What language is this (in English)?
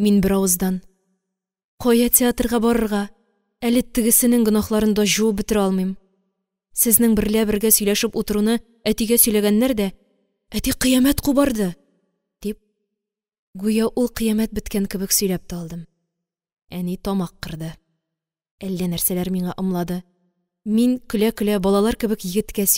Tatar